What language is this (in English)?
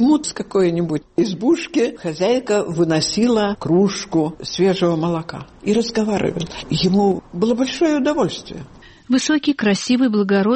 Russian